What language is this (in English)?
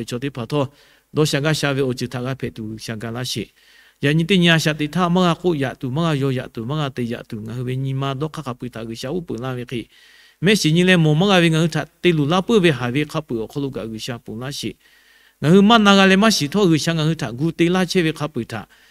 Lahu